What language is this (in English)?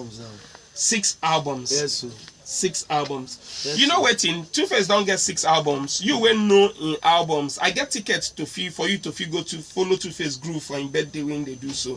Nigerian Pidgin